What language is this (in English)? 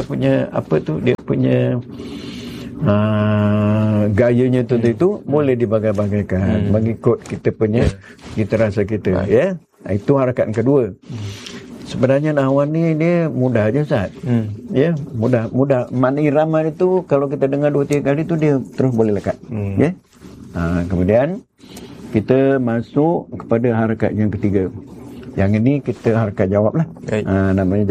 Malay